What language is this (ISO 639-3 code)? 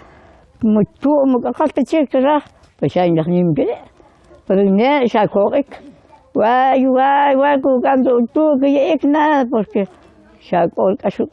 quc